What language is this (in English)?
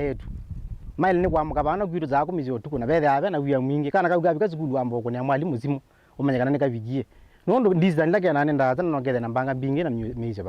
Kamba